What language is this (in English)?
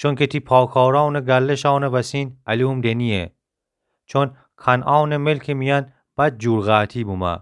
Gilaki